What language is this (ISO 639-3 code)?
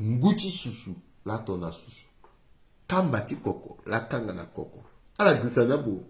sag